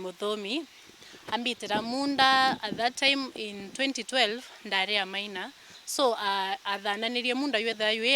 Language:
Meru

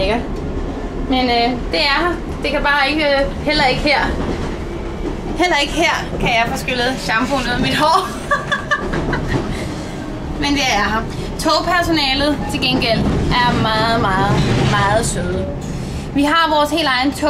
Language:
Danish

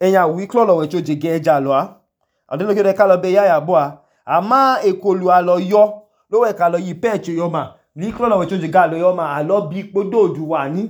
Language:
Idoma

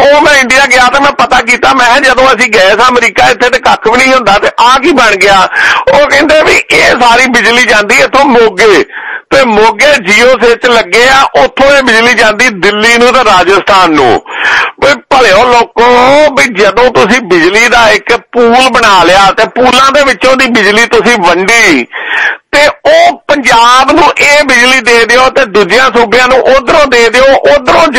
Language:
Punjabi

